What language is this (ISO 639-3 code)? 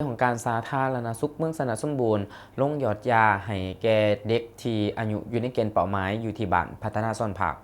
lao